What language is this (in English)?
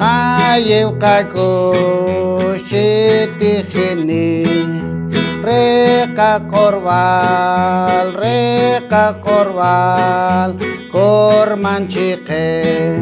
Poqomchi'